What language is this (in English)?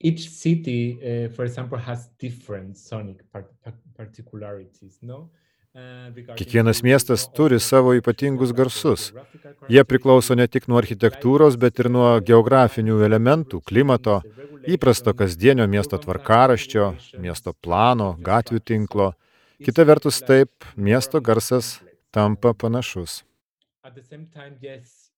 Lithuanian